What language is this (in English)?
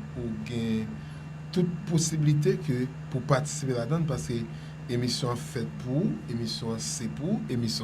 Haitian Creole